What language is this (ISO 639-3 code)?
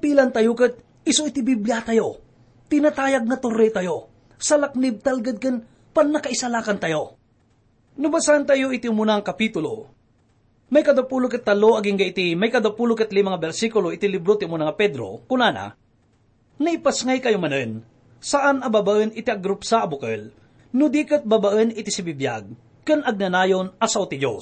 ilo